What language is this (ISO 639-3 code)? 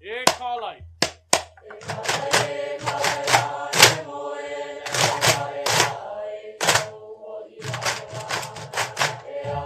haw